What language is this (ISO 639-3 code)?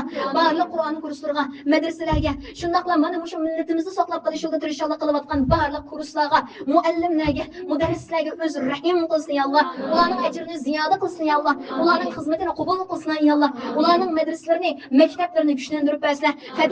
uig